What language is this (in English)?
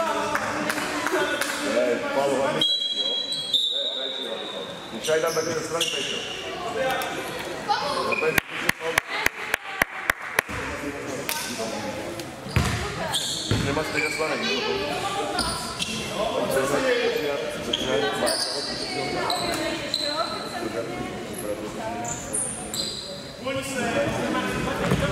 Czech